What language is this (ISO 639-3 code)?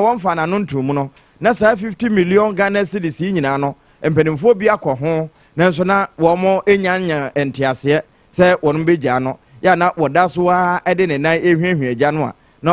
aka